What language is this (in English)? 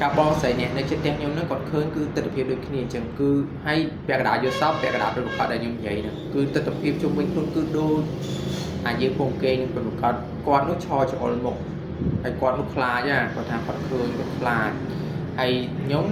Khmer